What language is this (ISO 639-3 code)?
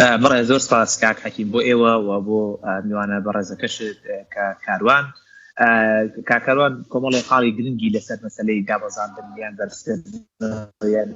ckb